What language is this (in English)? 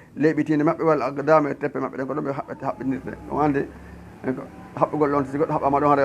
Fula